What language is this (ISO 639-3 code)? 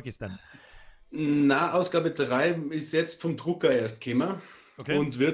bar